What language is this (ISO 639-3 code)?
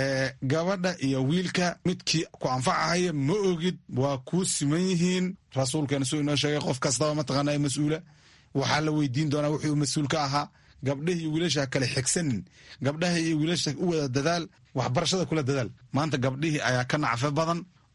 som